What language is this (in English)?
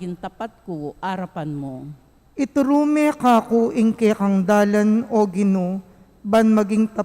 Pampanga